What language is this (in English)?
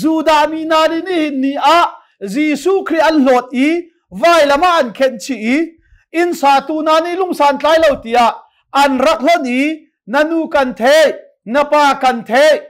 Hakha Chin